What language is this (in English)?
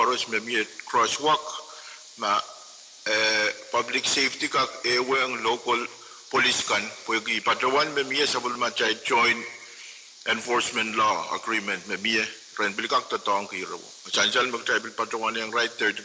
Pohnpeian